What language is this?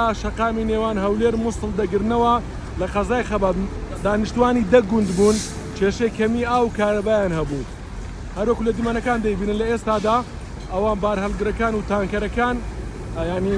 Central Kurdish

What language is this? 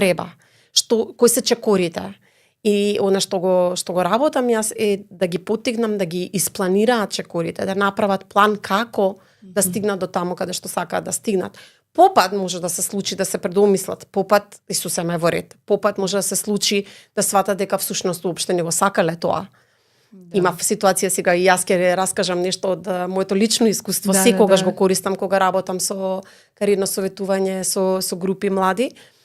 Macedonian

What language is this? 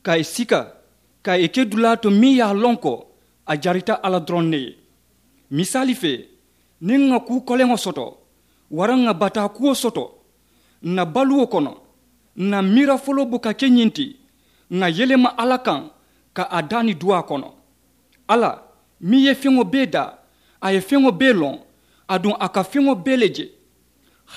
Mandingo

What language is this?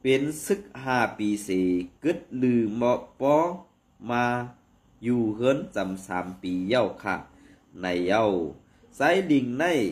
Shan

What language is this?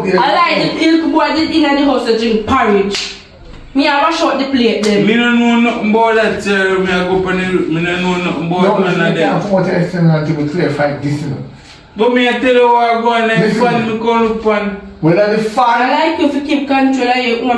Jamaican Creole English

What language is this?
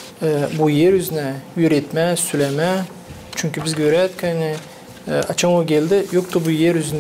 Gagauz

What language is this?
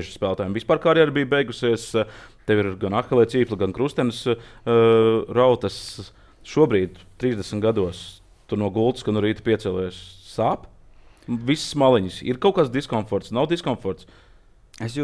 Latvian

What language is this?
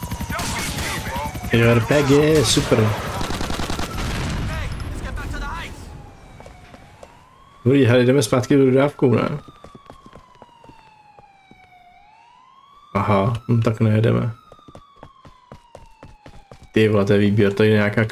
Czech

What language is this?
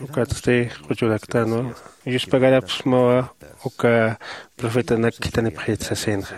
Aymara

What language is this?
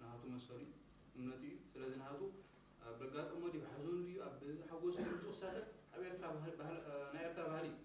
Tigrinya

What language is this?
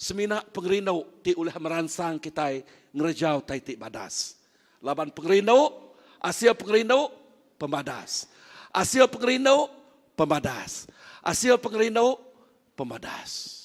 Iban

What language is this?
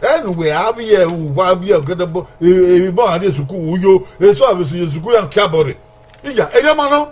Bini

